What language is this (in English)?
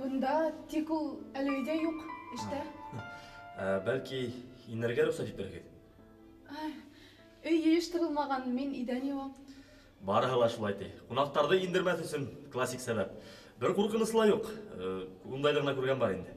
Bashkir